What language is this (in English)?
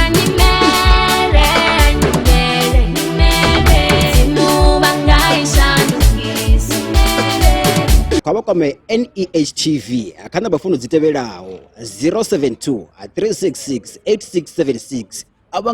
Venda